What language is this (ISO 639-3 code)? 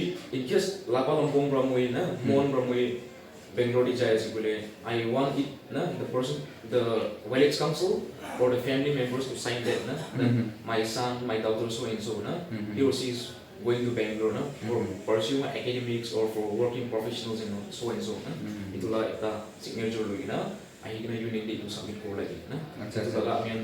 nag